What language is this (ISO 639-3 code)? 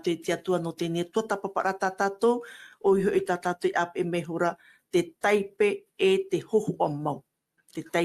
tah